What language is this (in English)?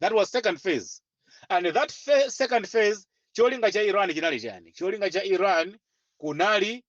Nyanja